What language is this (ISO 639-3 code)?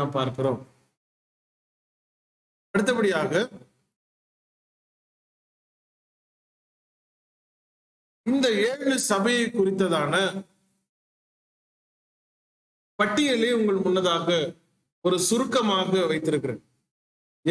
tam